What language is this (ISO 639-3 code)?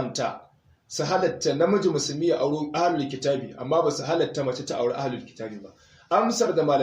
hau